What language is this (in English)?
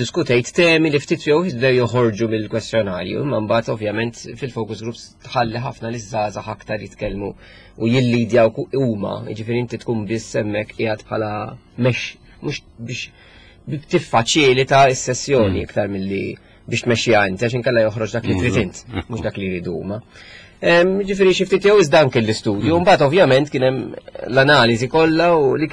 Maltese